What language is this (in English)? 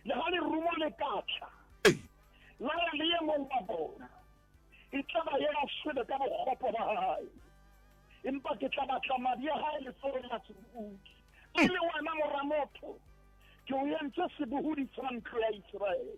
Southern Sotho